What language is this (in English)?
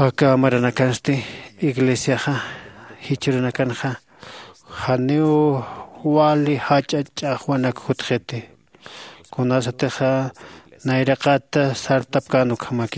Aymara